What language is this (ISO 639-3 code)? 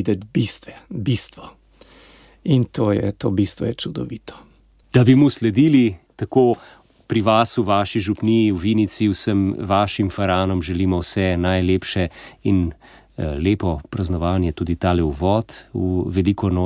slv